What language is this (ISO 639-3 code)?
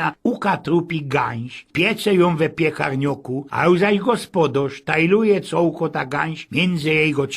szl